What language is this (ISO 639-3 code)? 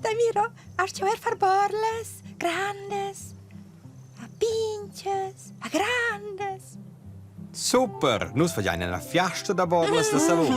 roh